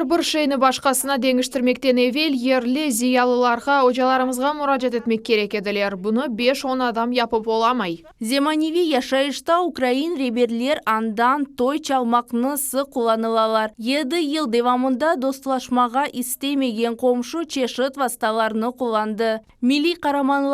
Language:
Crimean Tatar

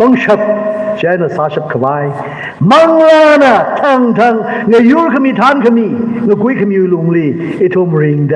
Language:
Tangkhul Naga (India)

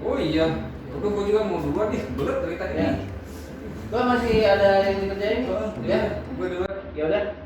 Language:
Betawi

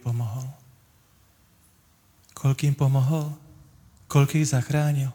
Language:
Slovak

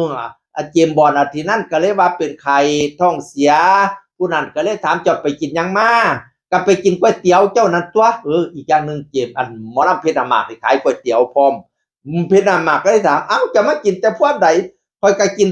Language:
Northeastern Thai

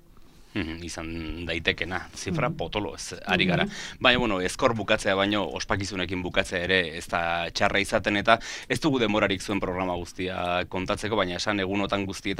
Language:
Basque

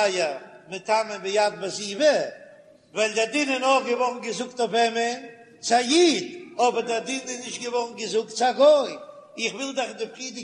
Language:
Yiddish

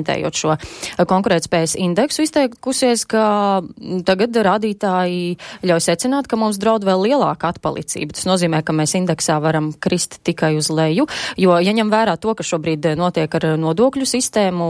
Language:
Latvian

